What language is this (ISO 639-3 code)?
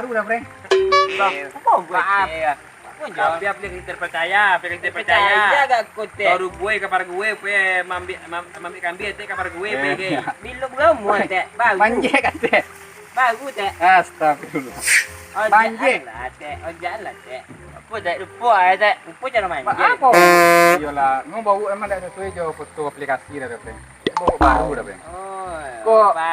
min